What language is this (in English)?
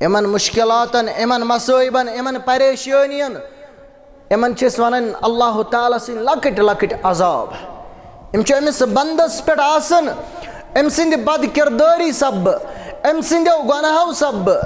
Kashmiri